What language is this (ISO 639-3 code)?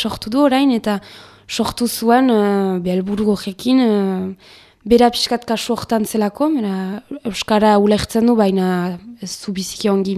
eus